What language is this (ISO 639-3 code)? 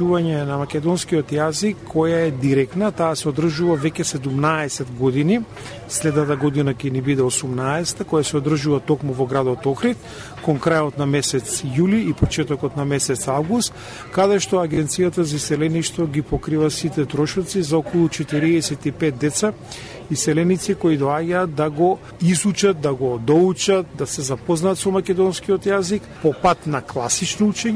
mkd